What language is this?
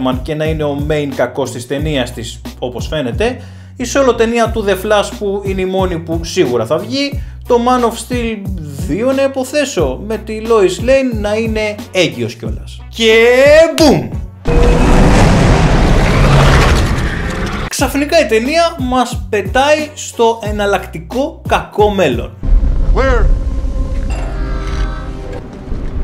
Greek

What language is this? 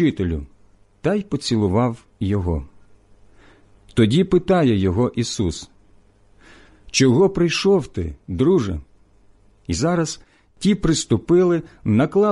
Ukrainian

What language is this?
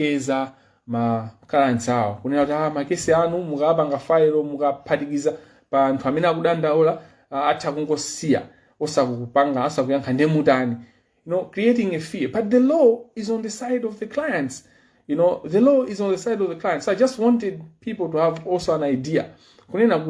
Nyanja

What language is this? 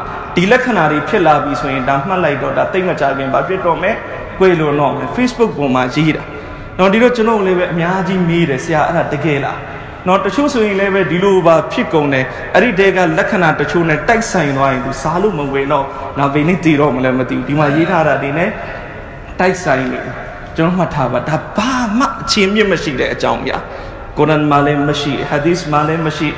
Burmese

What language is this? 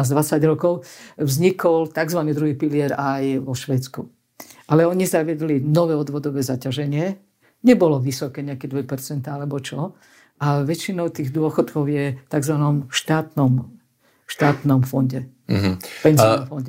Slovak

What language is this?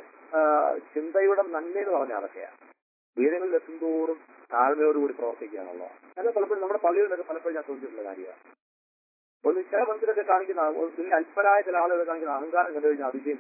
Malayalam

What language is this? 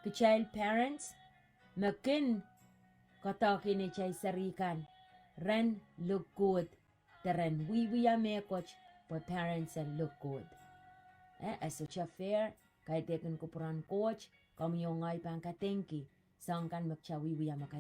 Pohnpeian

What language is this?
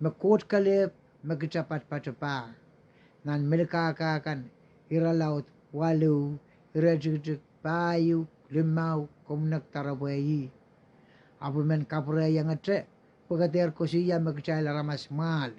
Pohnpeian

